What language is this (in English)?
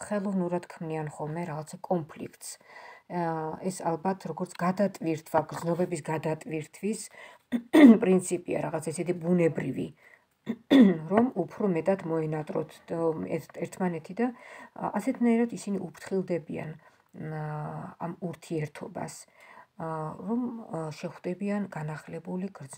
Georgian